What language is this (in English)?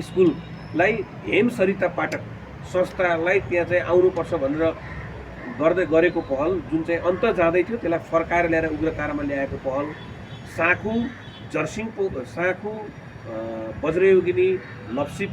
Nepali